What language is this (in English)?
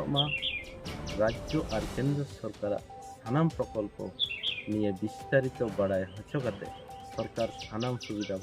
Santali